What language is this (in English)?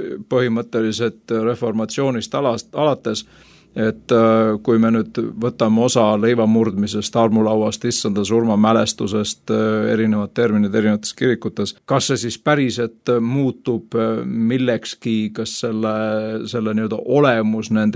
Estonian